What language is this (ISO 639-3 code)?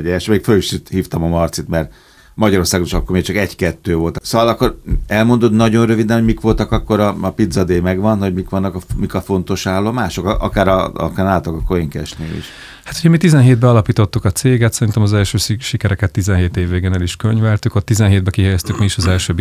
hun